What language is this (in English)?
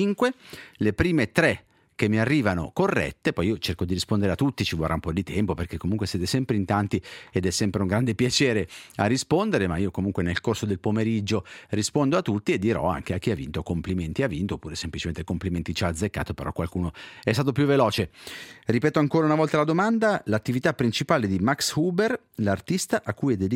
Italian